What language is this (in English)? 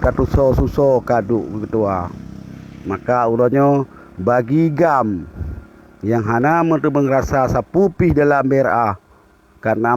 Achinese